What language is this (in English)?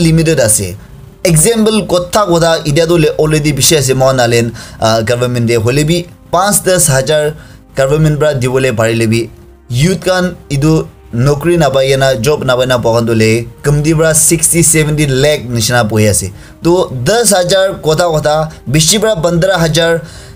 Naga Pidgin